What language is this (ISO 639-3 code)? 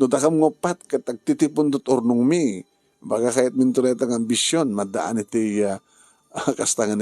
ilo